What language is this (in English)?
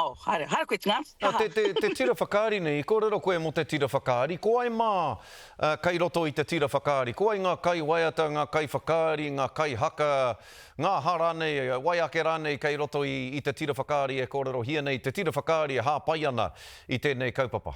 Māori